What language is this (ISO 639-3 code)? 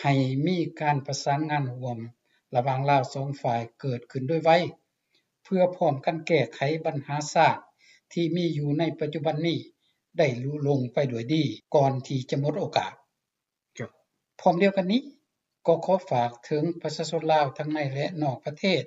lao